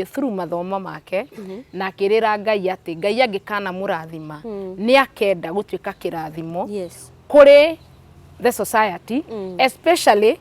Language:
Kikuyu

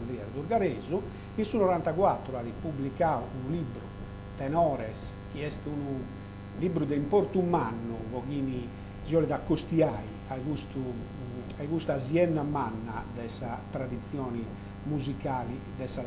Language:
Sardinian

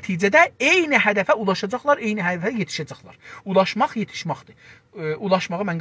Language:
South Azerbaijani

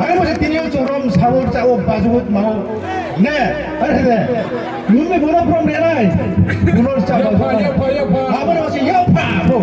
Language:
Riang (India)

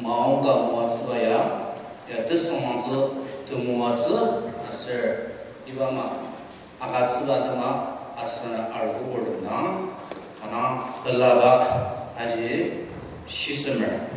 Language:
Ao Naga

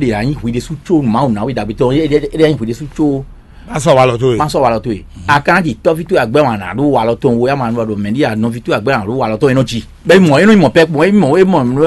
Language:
Fon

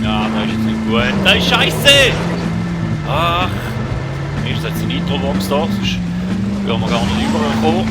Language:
Swiss German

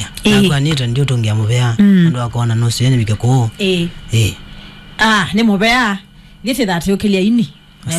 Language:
Kamba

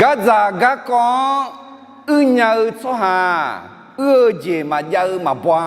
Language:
Akha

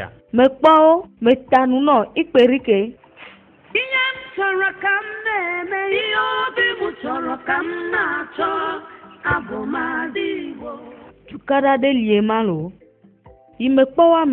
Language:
Ewe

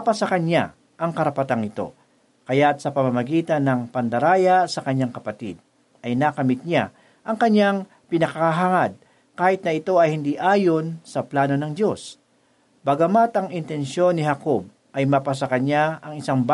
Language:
Filipino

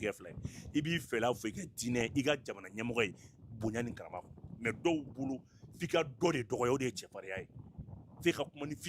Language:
Bambara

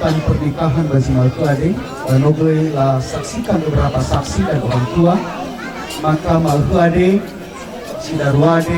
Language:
Nias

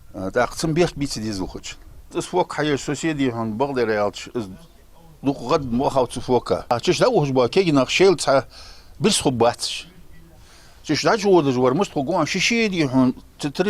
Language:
Ingush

